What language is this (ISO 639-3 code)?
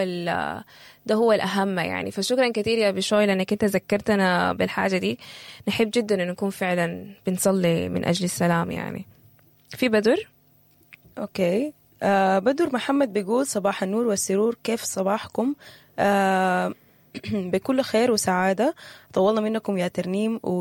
apd